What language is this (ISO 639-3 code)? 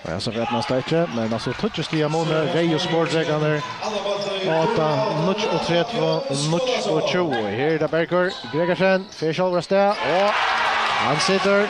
fao